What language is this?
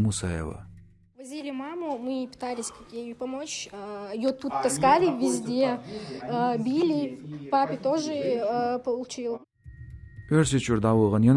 Chechen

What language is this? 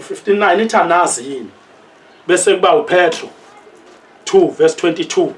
Zulu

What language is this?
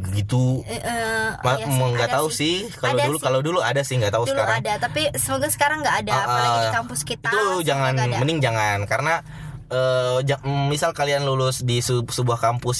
Indonesian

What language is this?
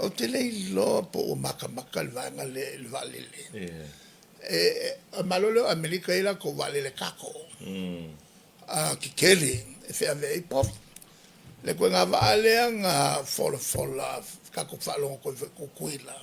Samoan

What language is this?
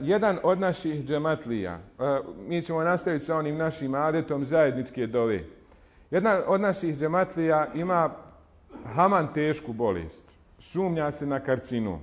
Bosnian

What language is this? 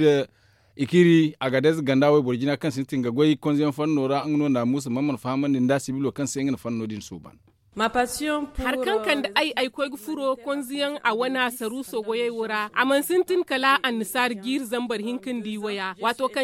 Zarma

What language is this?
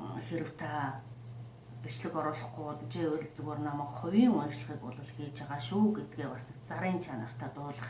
Mongolian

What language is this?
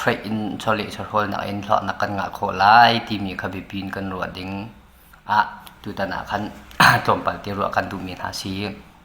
Hakha Chin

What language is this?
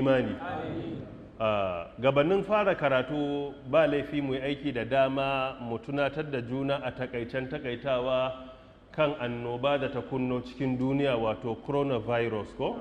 Hausa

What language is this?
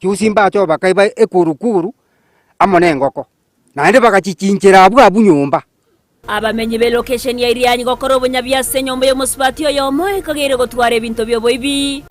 Gusii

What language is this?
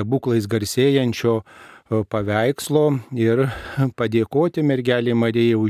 Lithuanian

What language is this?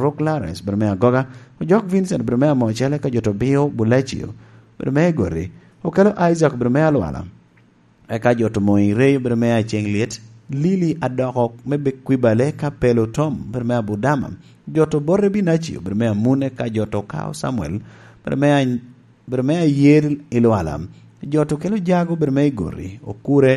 Lango (Uganda)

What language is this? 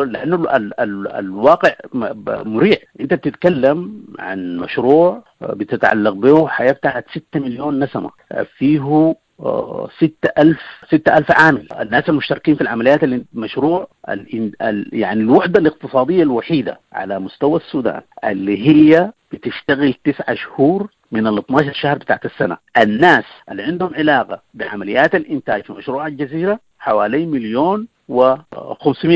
Sudanese Arabic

